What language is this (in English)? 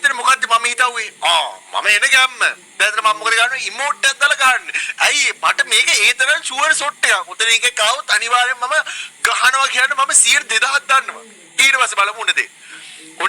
Sinhala